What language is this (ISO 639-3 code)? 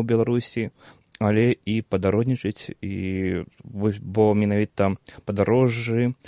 bel